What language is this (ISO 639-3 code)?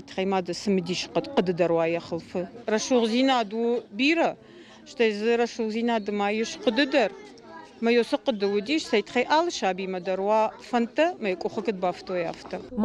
oss